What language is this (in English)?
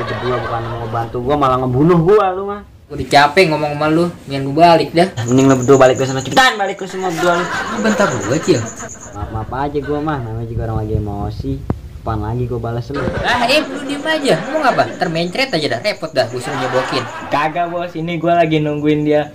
Betawi